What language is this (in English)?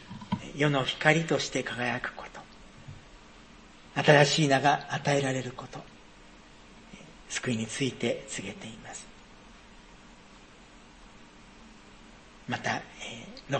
Japanese